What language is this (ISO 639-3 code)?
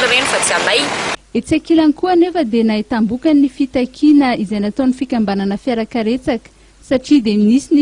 mlg